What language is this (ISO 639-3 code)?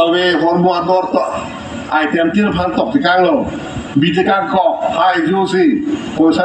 mjw